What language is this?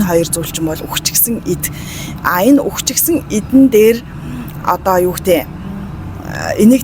Mongolian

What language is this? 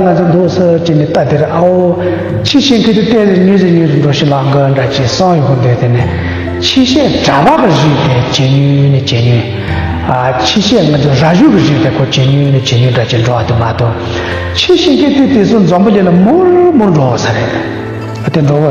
Tibetan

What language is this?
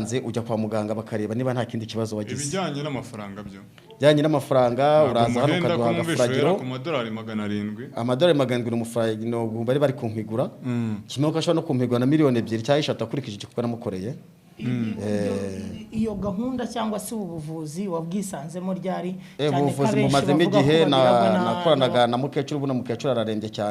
Kinyarwanda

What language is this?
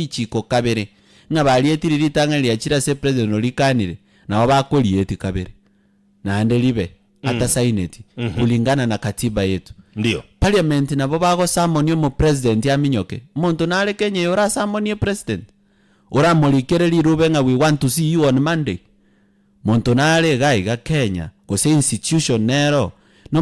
Gusii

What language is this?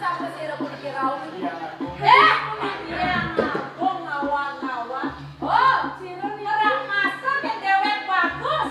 Balinese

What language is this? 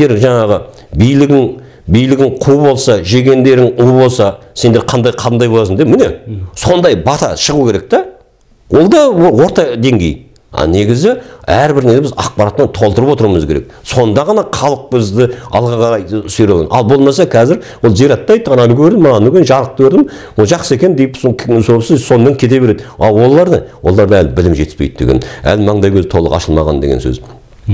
Kazakh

